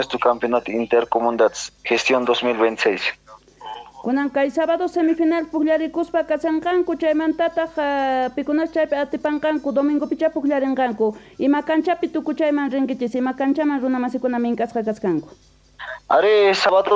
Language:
South Bolivian Quechua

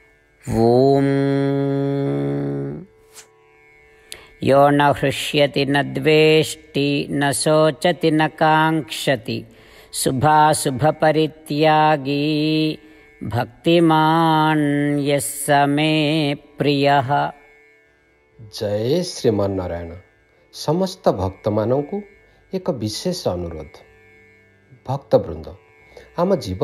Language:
Odia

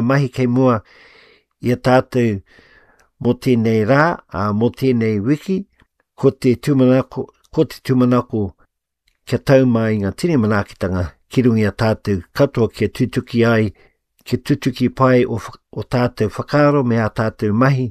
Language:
Māori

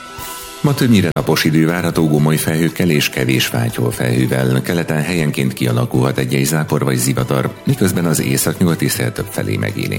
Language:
Hungarian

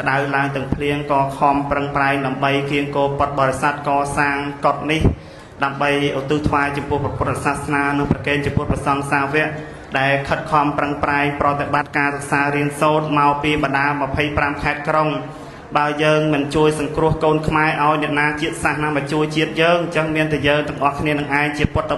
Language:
Khmer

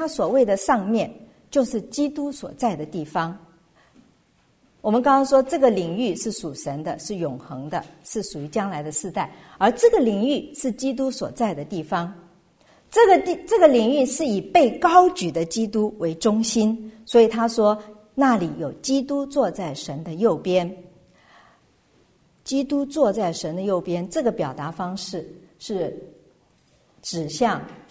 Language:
Chinese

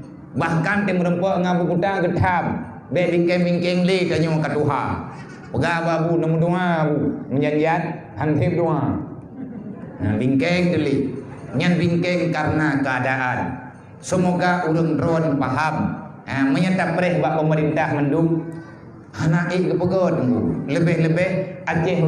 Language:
Achinese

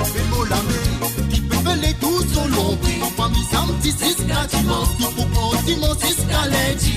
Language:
Morisyen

